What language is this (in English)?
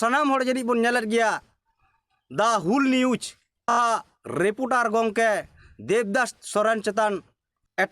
Santali